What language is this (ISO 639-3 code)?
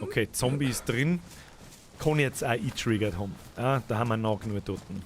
bar